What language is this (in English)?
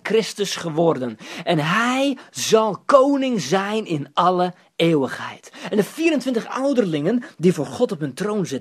Dutch